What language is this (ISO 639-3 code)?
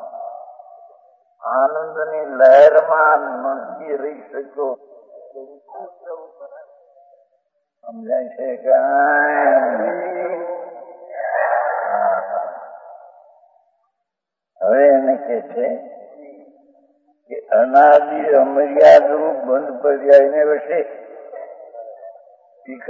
guj